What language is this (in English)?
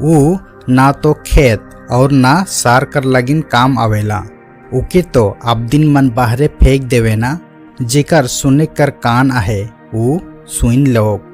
Sadri